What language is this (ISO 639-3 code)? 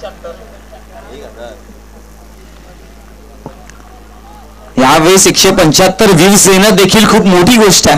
mar